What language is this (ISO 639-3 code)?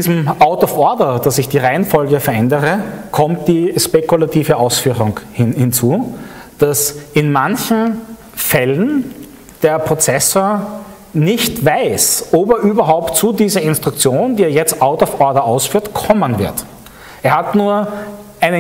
deu